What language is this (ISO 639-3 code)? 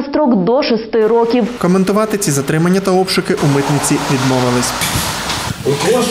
ukr